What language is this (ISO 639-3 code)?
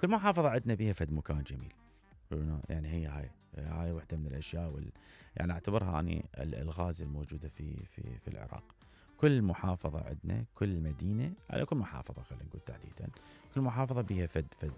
acm